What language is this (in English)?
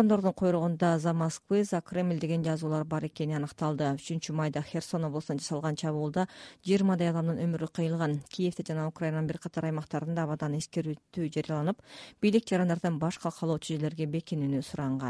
Kyrgyz